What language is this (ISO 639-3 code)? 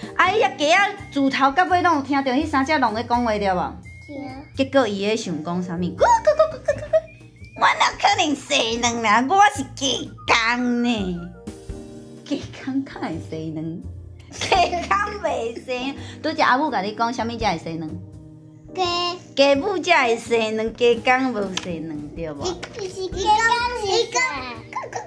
nan